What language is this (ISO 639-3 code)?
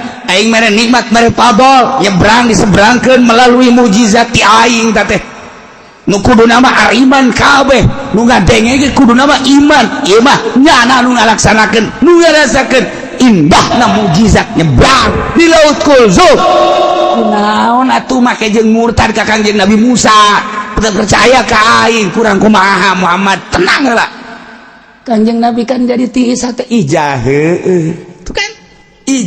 sun